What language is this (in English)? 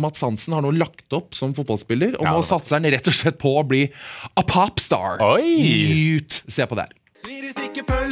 Norwegian